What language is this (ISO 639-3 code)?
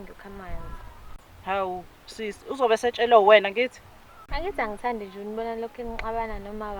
zul